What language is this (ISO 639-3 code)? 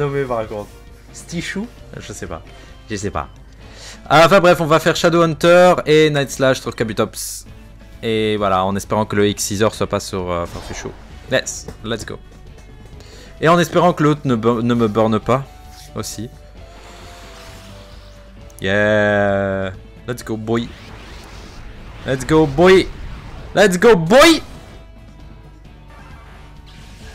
fra